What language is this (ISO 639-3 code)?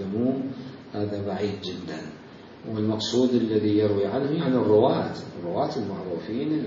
acm